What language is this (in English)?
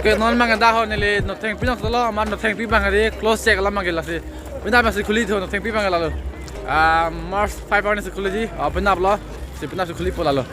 Karbi